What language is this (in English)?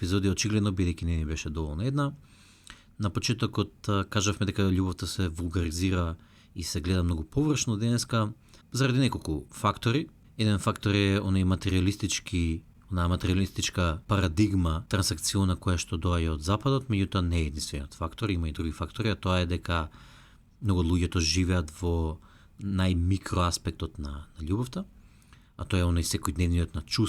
Macedonian